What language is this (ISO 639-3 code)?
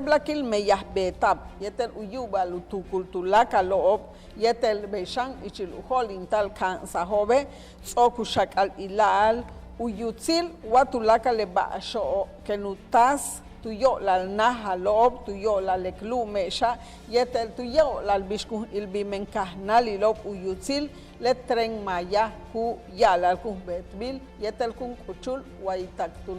yua